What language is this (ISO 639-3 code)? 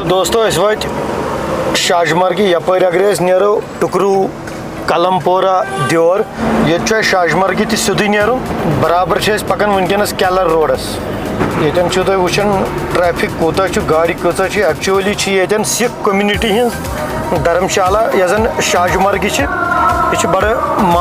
kas